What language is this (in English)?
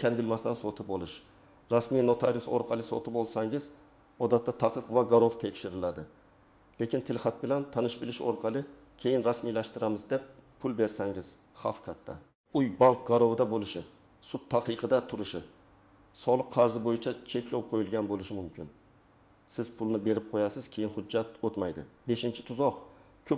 Uzbek